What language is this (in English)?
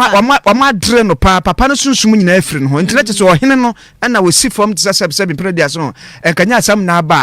Akan